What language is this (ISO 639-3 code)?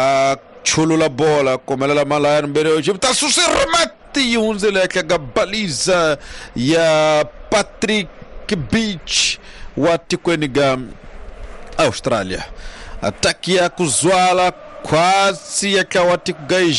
swa